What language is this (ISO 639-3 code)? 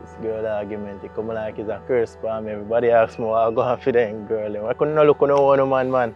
jam